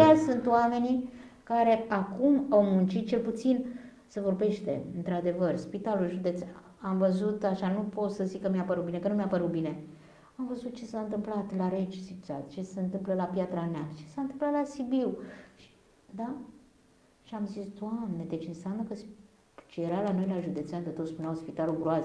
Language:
Romanian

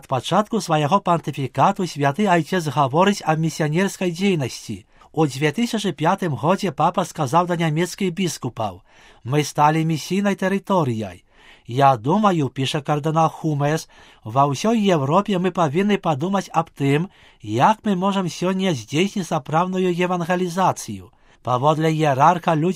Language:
Belarusian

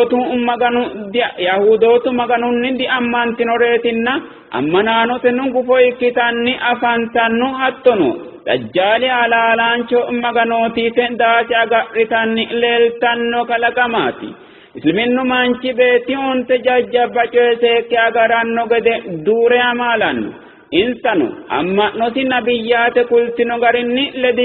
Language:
Sidamo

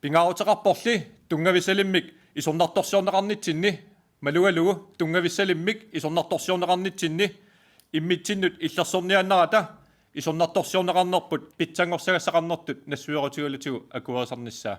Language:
Kalaallisut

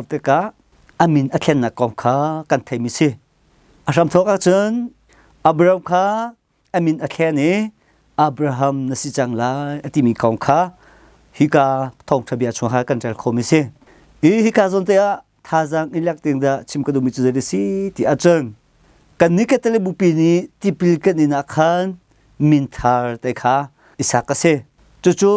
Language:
Hakha Chin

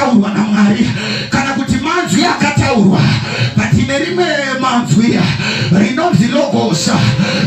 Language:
Shona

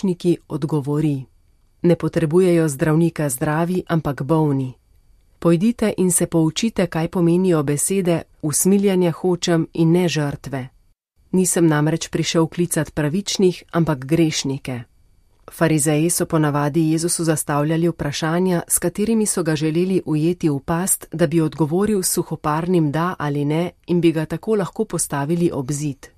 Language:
Slovenian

